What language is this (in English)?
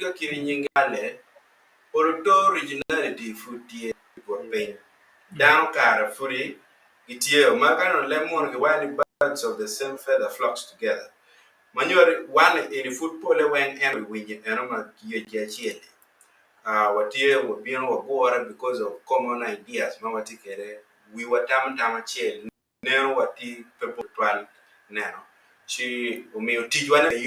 Acoli